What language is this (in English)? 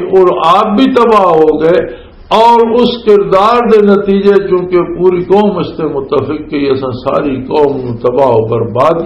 Western Panjabi